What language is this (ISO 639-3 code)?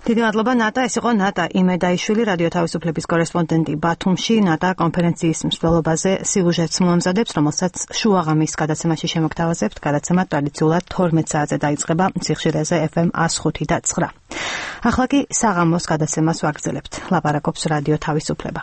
kat